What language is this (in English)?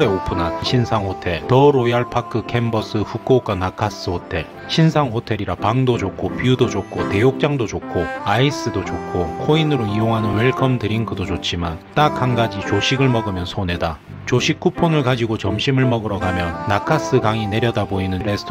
Korean